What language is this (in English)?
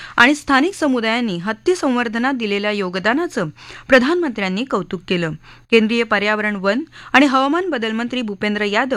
Marathi